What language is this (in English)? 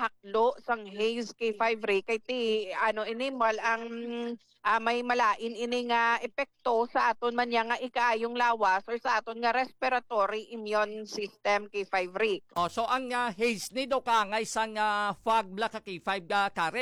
Hiligaynon